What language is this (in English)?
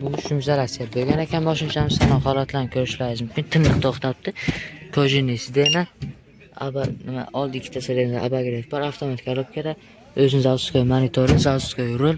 Uzbek